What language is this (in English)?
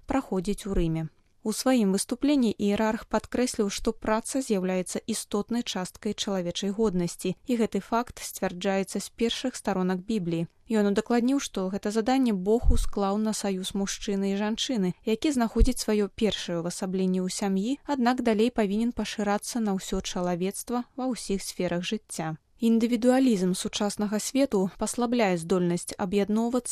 Belarusian